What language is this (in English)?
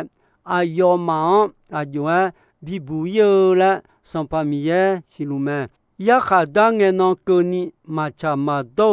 Akha